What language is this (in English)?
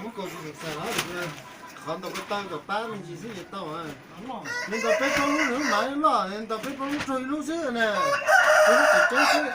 Hmong